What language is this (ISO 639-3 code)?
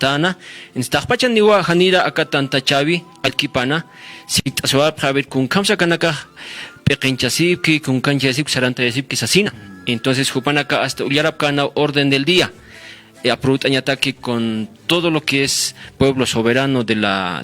aym